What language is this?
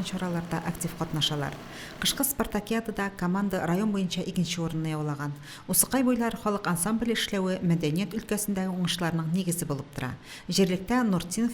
Tatar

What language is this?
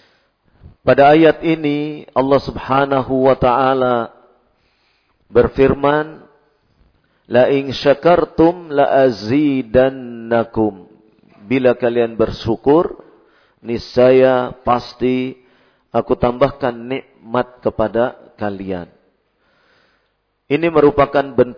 Indonesian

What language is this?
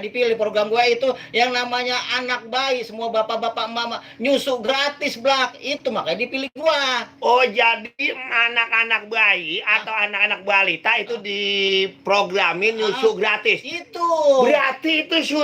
Betawi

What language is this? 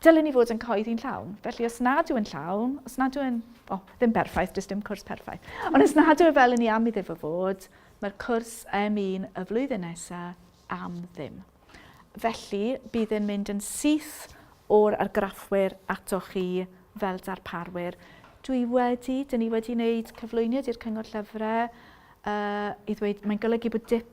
Welsh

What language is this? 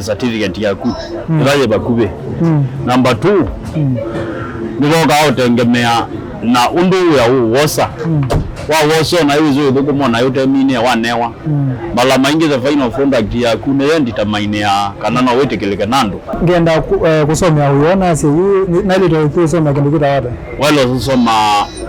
Kamba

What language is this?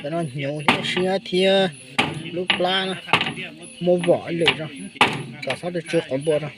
Hmong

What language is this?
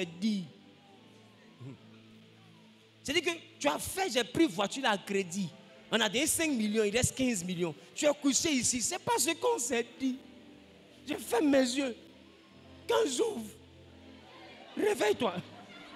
French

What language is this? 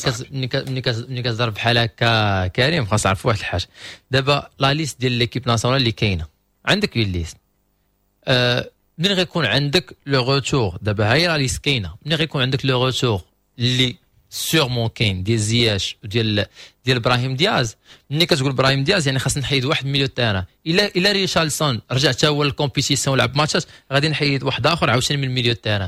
Moroccan Arabic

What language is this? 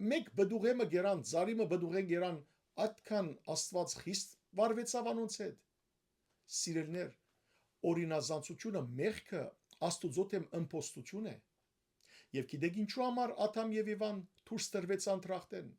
Western Armenian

